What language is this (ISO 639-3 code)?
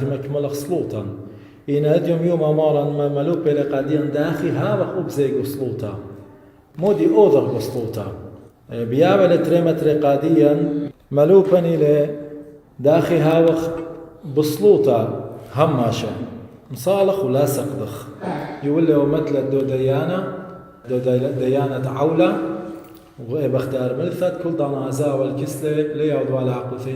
aii